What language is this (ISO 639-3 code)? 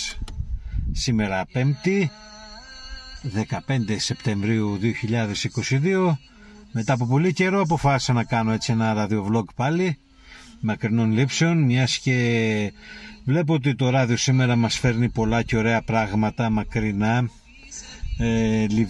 ell